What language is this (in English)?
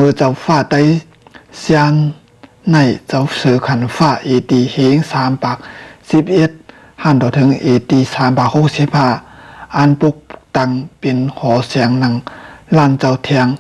Shan